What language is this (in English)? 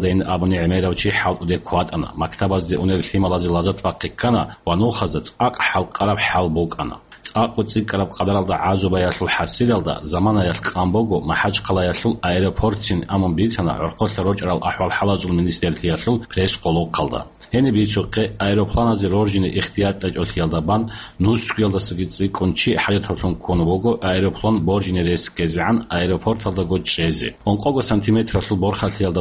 Avaric